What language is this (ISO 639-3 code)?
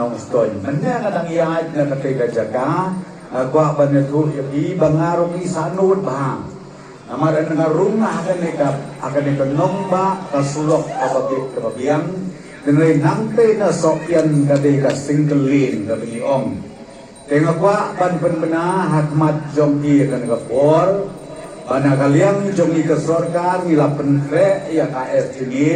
kha